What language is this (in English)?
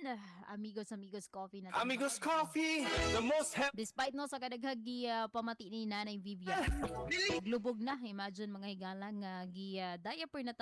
Cebuano